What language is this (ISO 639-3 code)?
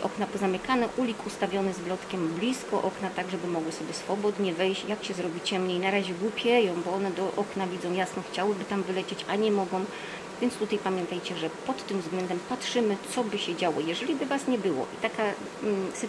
pol